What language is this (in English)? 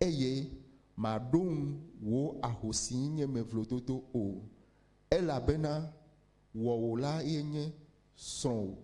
Ewe